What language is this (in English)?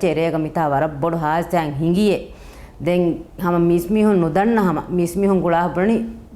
Divehi